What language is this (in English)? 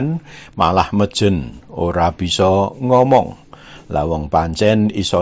Javanese